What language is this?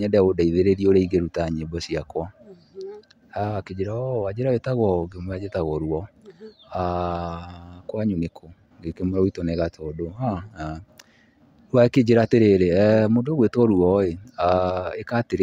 Kikuyu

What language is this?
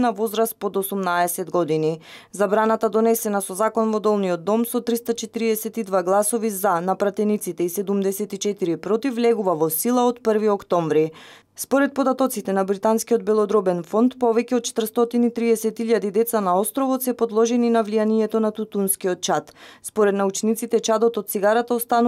Macedonian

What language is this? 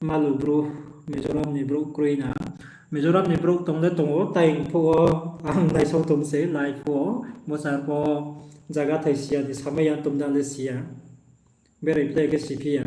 Riang (India)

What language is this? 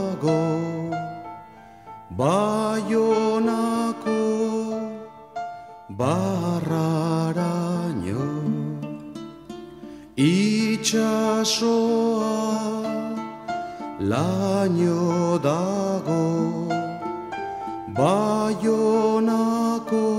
Basque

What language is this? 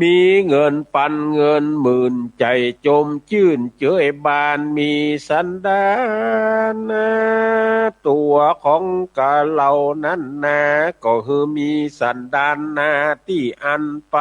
Northern Thai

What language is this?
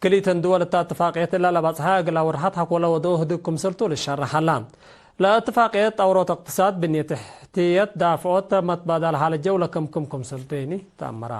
Tigre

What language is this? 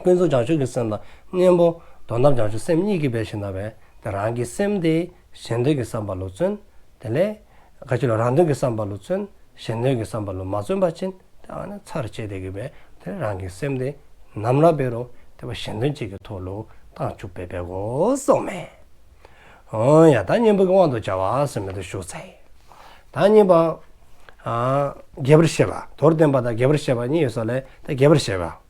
Dzongkha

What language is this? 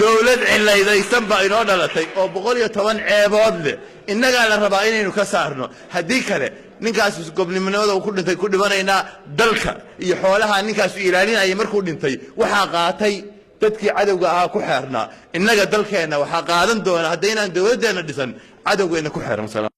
Somali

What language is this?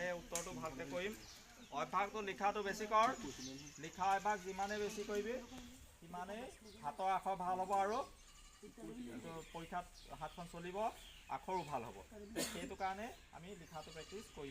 Assamese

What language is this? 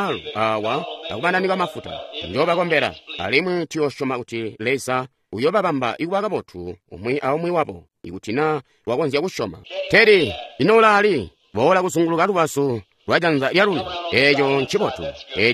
Tonga (Zambia)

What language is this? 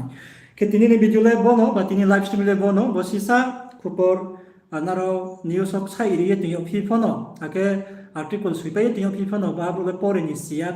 Riang (India)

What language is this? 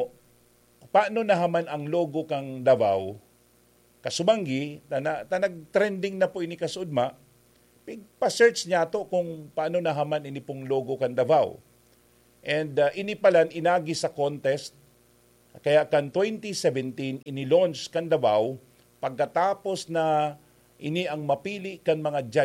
Bikol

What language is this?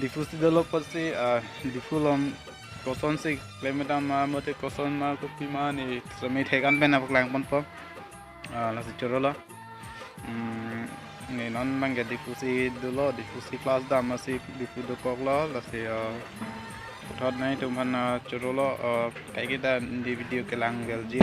Karbi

